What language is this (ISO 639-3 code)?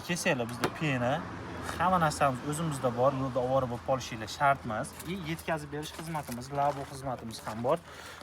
uzb